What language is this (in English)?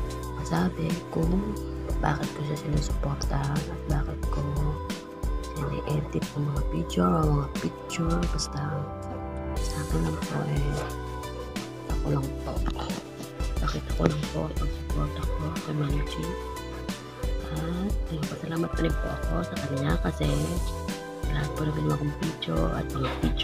Filipino